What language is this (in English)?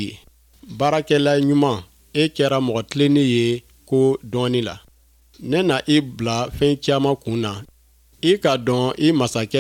Bambara